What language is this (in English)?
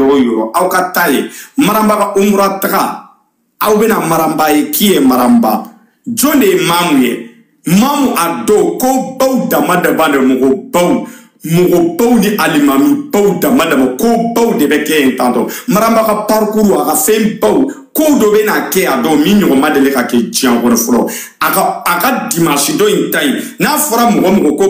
Bambara